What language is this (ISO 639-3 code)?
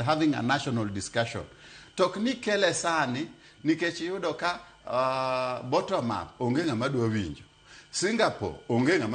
luo